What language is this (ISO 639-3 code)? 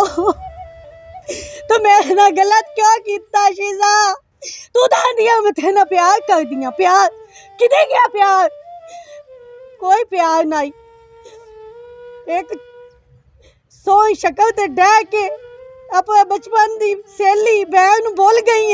pan